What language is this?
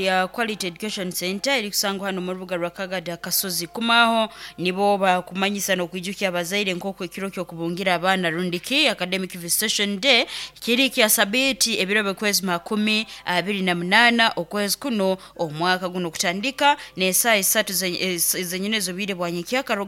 Nyoro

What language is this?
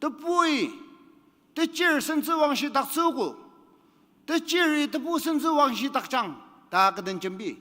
Ao Naga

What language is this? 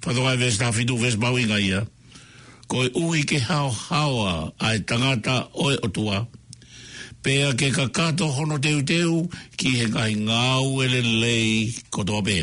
Tongan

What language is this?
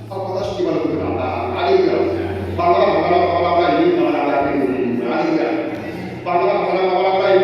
Tsonga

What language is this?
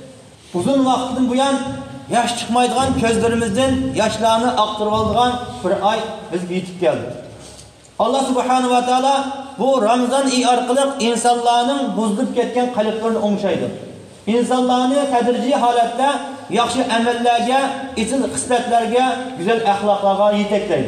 Uyghur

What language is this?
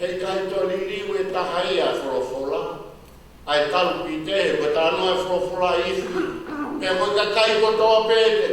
Tongan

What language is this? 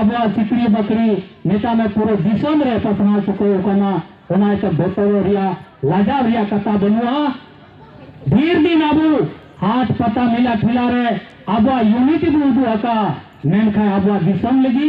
Santali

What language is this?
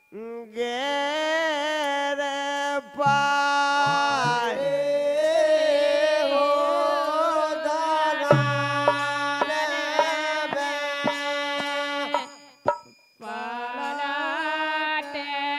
Bundeli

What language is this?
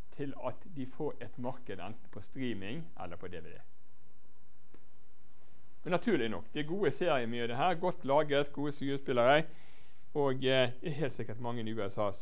Norwegian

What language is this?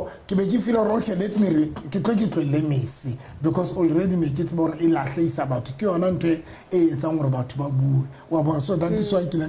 Southern Sotho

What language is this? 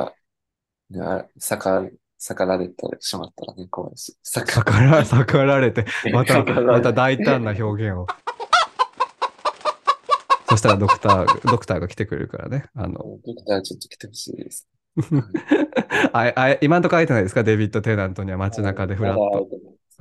Japanese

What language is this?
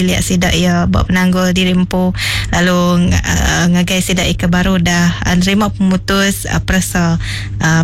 Iban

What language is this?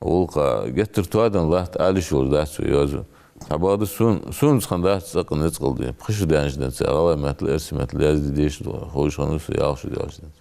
Ingush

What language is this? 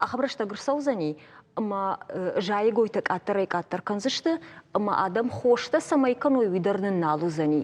Ossetic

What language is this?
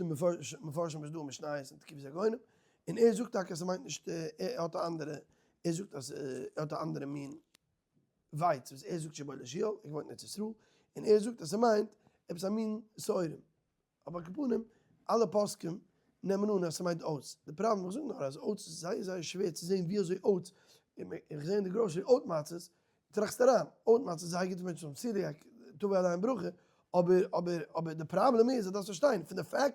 Yiddish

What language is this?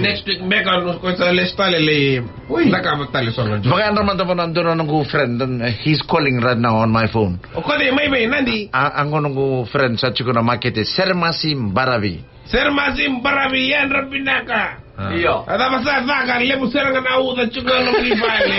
Fijian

